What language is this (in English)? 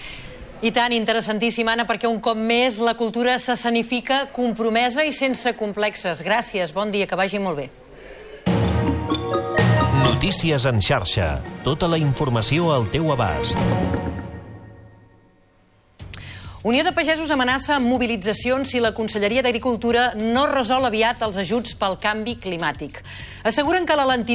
Catalan